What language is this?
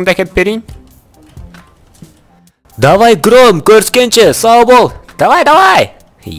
Kazakh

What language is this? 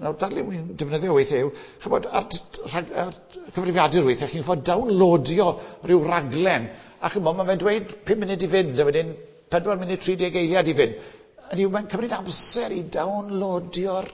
Welsh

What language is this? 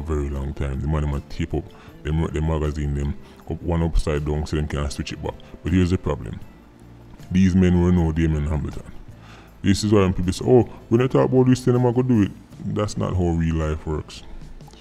Jamaican Creole English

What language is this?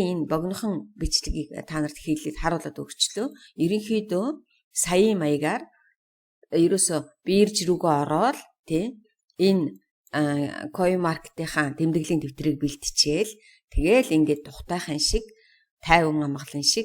Mongolian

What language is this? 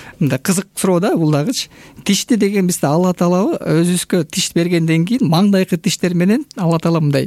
Kyrgyz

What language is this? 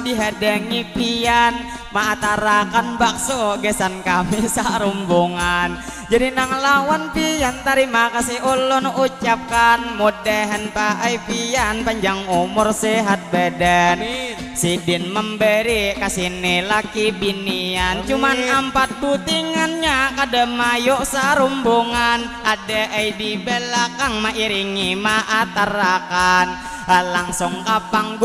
Banjar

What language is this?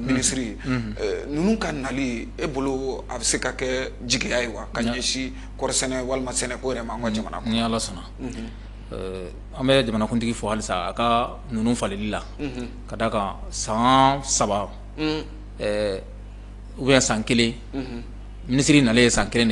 Bambara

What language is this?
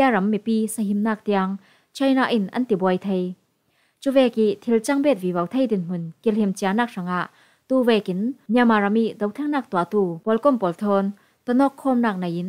Falam Chin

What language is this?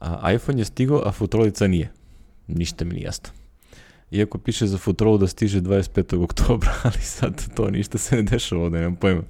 Serbian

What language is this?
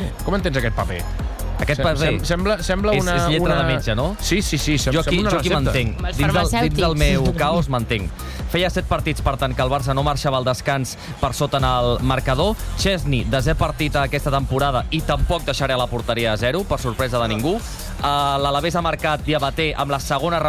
Catalan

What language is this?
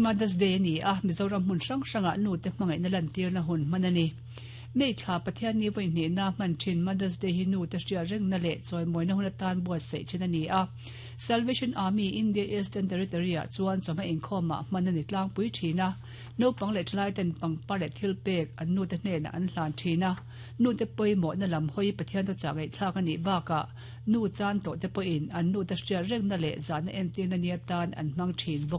Mizo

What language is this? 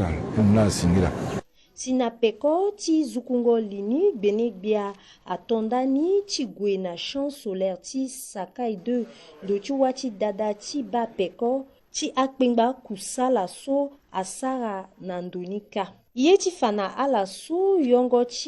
Sango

